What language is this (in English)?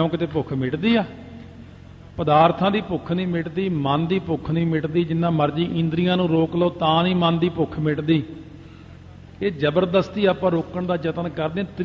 Punjabi